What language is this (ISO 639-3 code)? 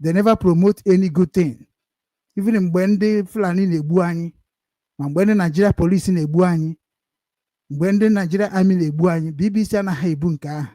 ibo